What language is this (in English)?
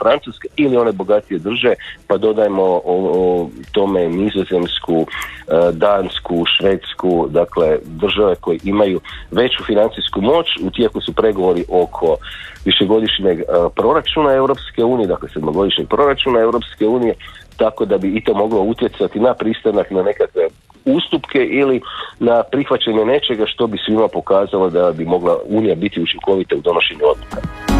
Croatian